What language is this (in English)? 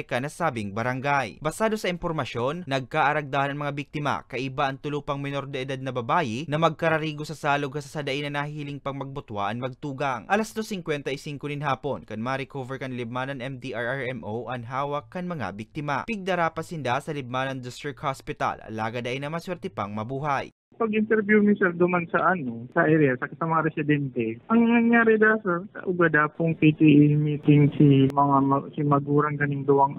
Bikol